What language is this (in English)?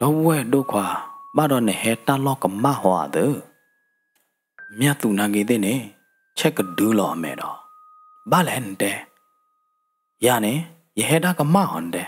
S'gaw Karen